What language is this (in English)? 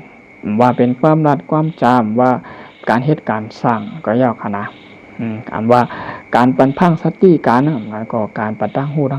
Shan